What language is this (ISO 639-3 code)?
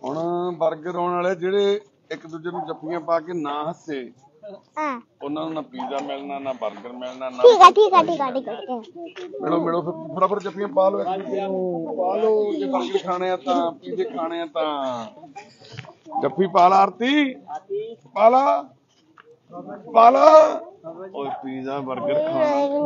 pan